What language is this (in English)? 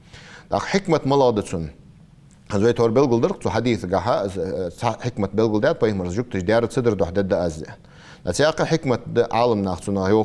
Ingush